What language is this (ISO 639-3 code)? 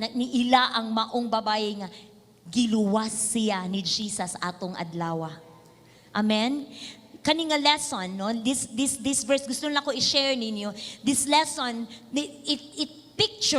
ceb